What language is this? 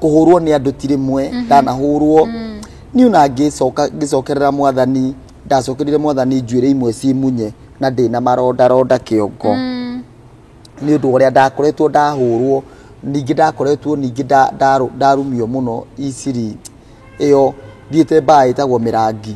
Kikuyu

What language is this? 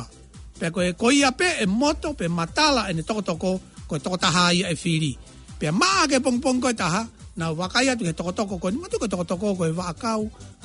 Tongan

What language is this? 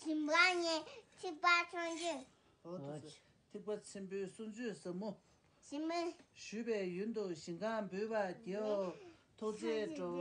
Tibetan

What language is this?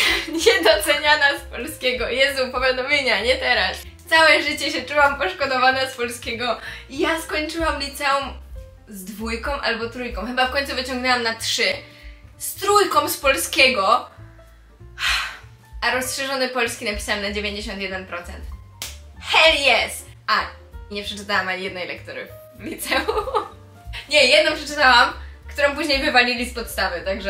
Polish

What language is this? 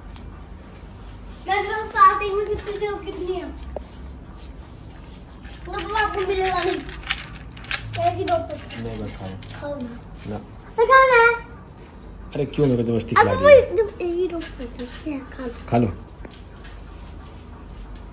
Hindi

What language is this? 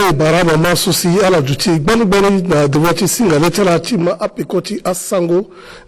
Sango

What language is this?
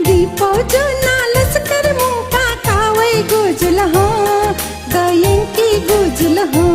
Newari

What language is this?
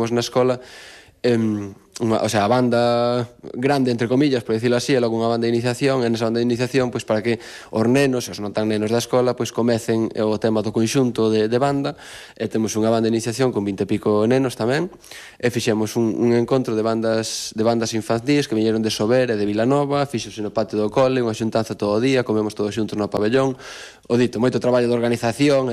Galician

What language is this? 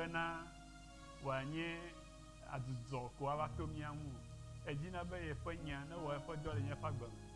Ewe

